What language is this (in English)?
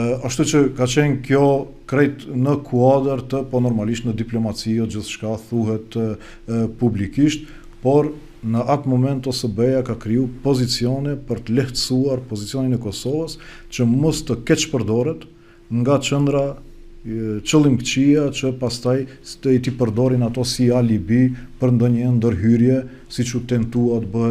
Albanian